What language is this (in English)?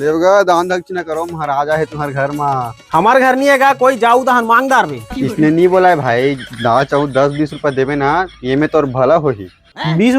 Chhattisgarhi